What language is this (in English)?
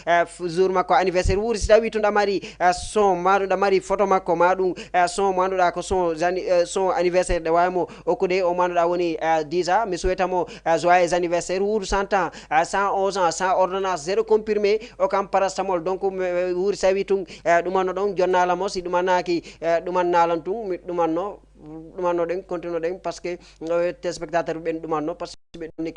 Fula